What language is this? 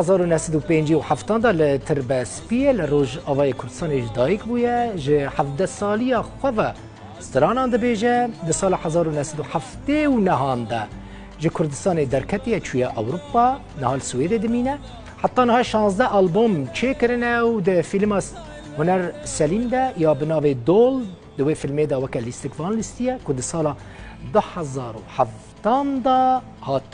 Kurdish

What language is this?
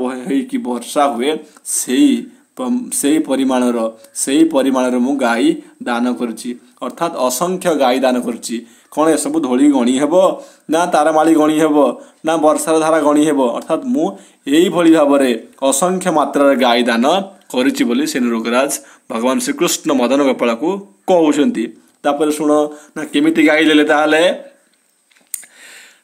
Odia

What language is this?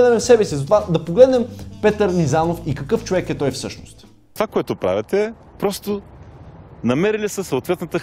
Bulgarian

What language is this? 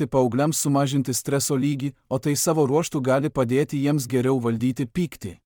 Lithuanian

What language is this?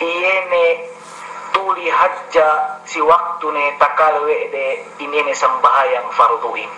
Yakan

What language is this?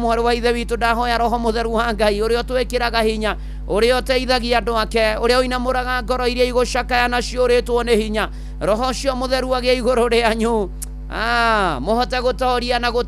Kikuyu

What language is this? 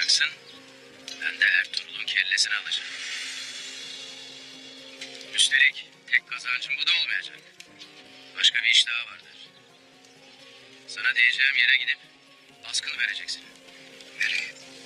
Turkish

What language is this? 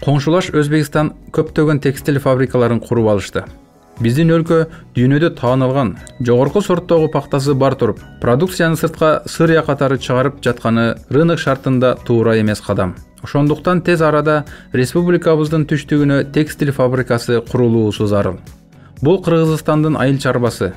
Kyrgyz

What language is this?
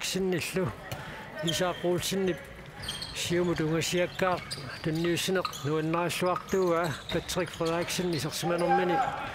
Kalaallisut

